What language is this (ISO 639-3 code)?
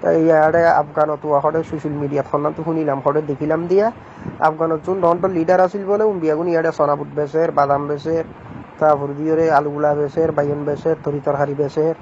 rhg